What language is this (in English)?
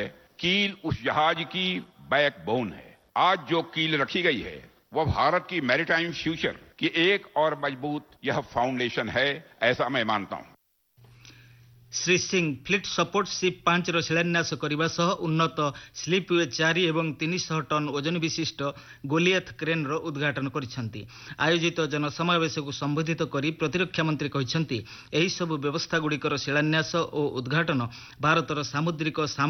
Odia